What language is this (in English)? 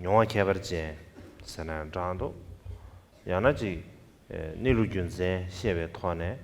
Tibetan